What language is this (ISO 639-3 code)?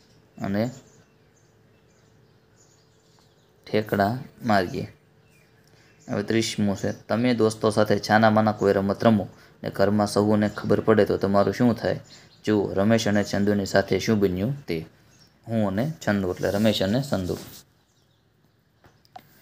guj